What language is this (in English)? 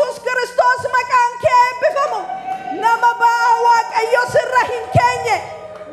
Oromo